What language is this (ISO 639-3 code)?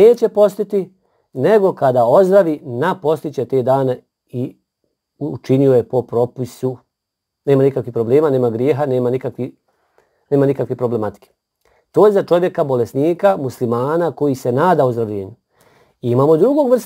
bos